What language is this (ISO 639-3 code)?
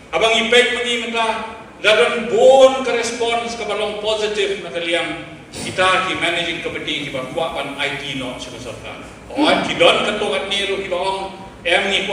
kha